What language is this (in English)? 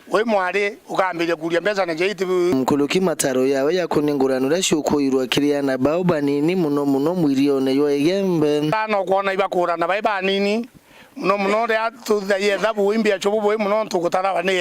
Meru